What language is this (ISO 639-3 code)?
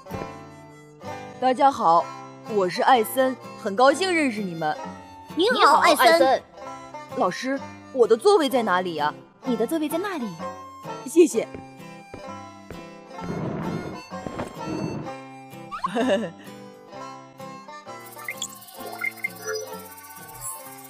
zho